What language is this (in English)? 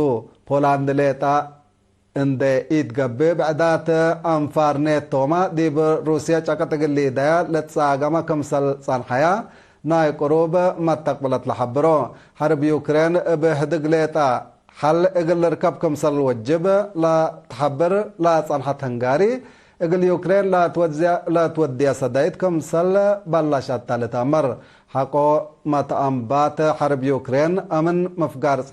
Tigre